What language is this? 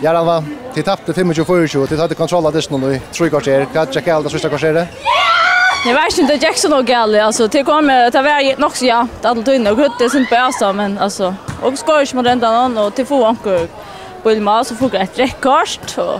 Faroese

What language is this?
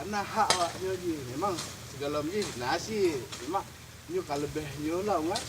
Achinese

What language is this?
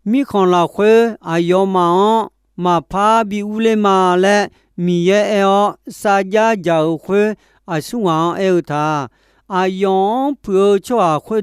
Akha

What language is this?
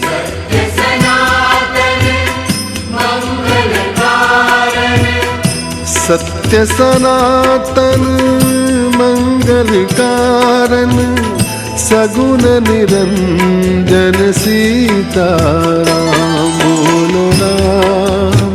Konkani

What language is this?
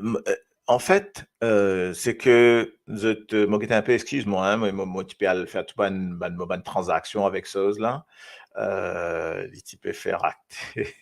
Morisyen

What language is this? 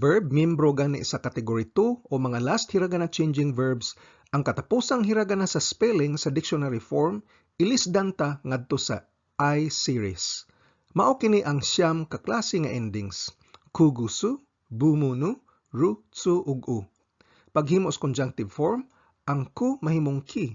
Cebuano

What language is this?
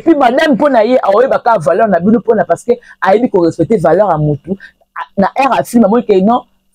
Lingala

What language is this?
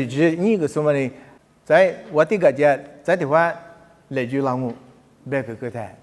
Lisu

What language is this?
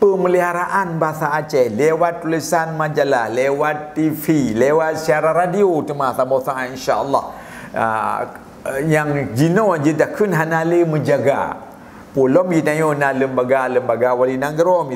Achinese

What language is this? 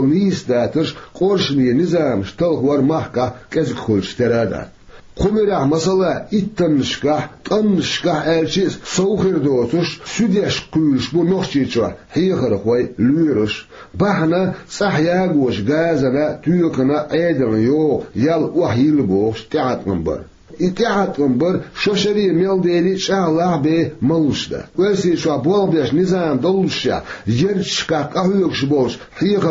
Chechen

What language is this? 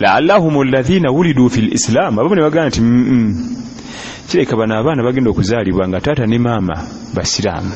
Ganda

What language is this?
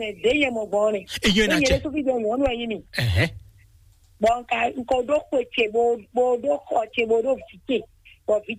Fon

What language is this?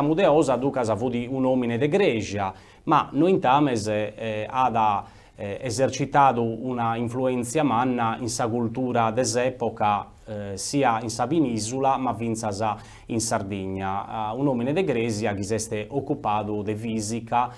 Sardinian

